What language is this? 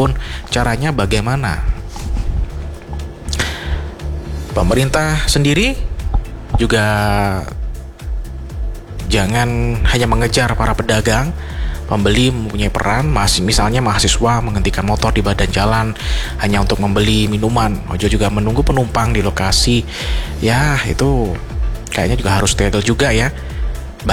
Indonesian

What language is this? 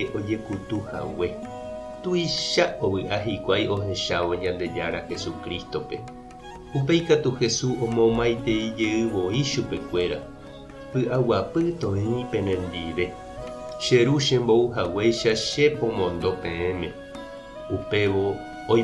Guarani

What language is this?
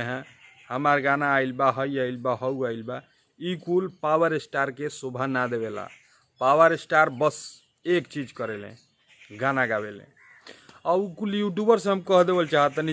Bhojpuri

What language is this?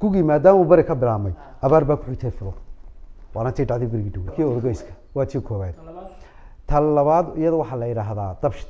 Somali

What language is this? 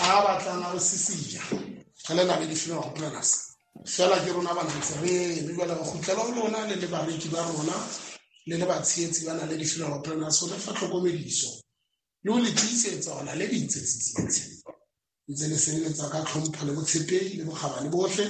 Southern Sotho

